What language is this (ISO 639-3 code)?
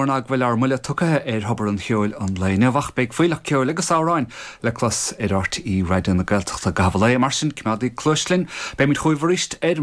gle